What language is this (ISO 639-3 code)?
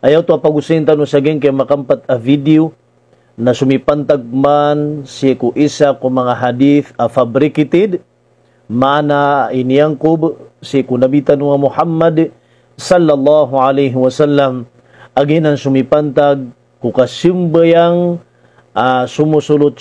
mrw